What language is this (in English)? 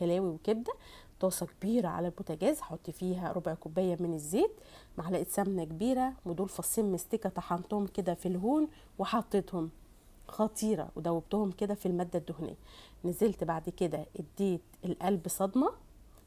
Egyptian Arabic